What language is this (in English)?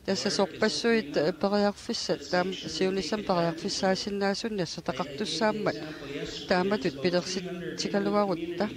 Kalaallisut